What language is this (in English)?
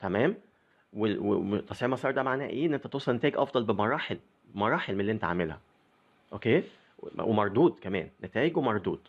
Egyptian Arabic